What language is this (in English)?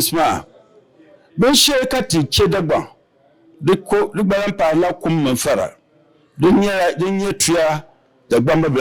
Dagbani